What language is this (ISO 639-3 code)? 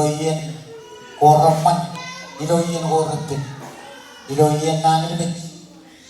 mah